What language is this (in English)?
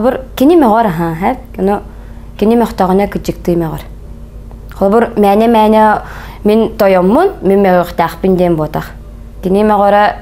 Yakut